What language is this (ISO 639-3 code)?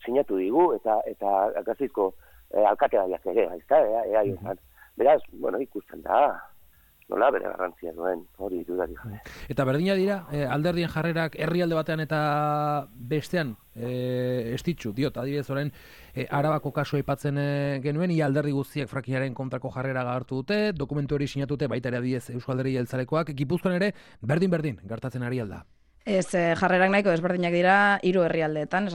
eus